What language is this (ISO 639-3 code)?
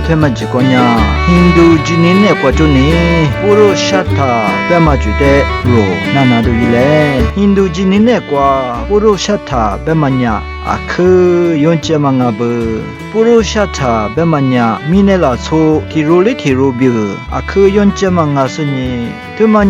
lis